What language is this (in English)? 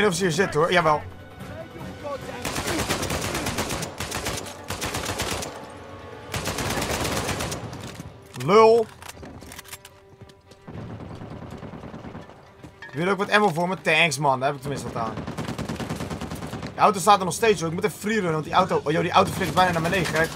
Dutch